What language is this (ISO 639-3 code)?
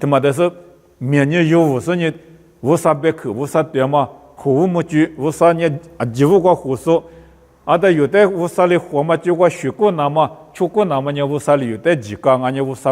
lis